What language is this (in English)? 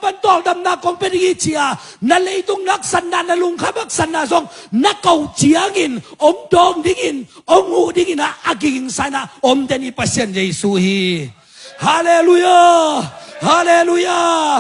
Tedim Chin